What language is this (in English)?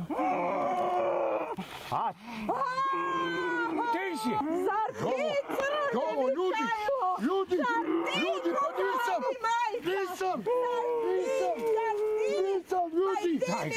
Serbian